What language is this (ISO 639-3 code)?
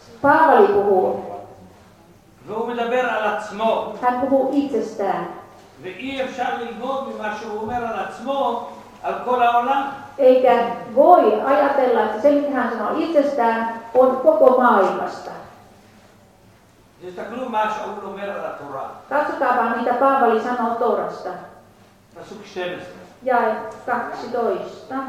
fin